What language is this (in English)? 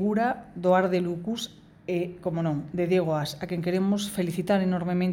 Galician